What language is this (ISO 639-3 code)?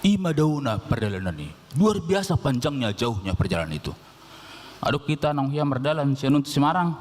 bbc